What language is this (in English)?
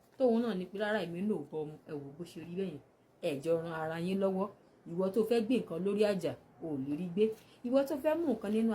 Yoruba